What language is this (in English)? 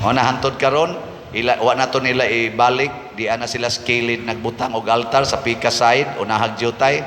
Cebuano